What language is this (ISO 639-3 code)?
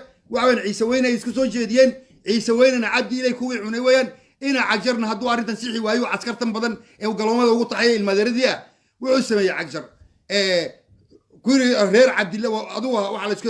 som